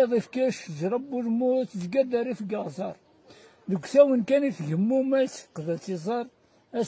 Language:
Kabyle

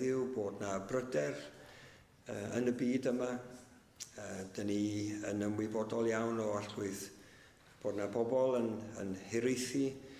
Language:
Welsh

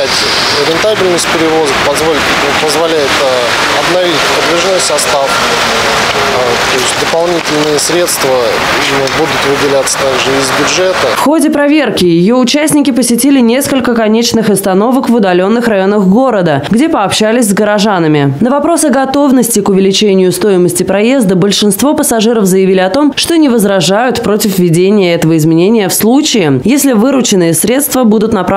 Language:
Russian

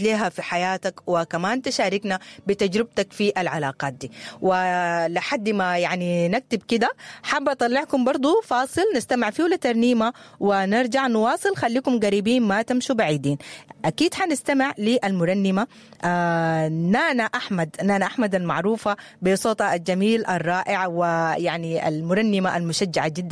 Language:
Sudanese Arabic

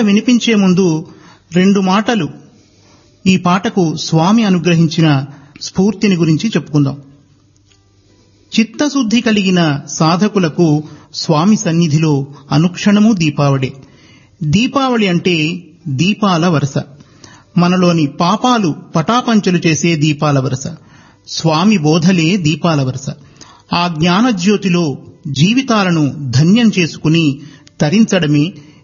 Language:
Telugu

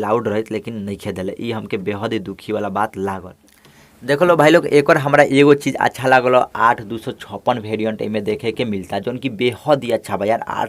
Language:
Bhojpuri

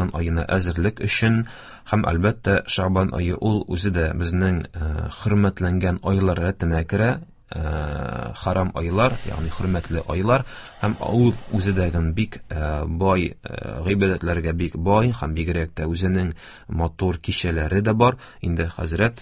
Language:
Tatar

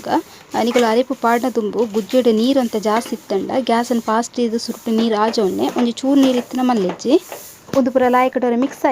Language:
Tulu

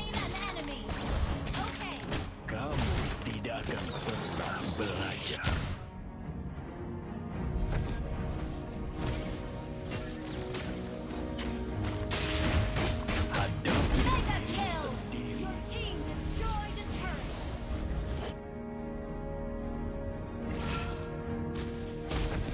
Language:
Indonesian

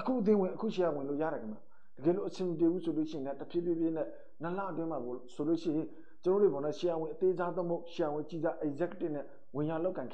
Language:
Burmese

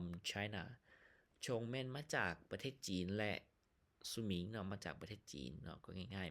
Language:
Lao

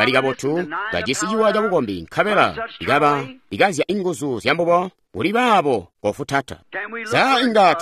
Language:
Tonga (Zambia)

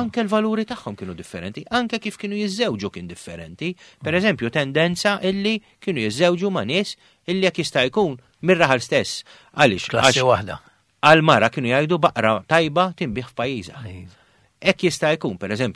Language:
Maltese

